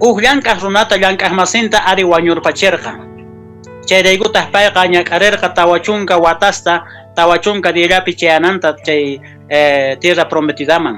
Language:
Quechua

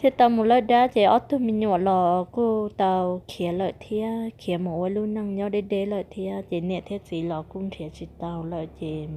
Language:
Hmong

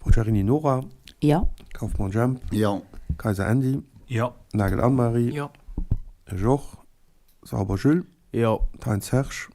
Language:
Luxembourgish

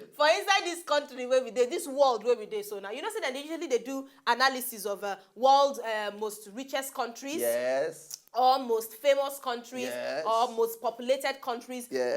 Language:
Nigerian Pidgin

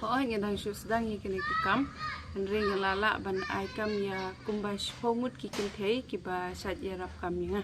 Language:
Khasi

